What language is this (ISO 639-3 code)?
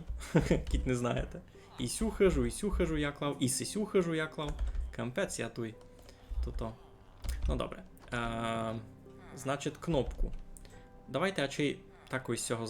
rue